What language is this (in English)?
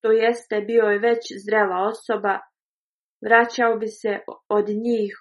Bosnian